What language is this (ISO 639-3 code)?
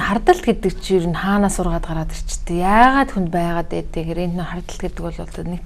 mon